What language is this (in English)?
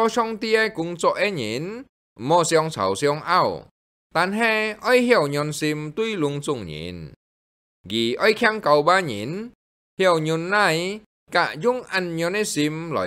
Hakka Chinese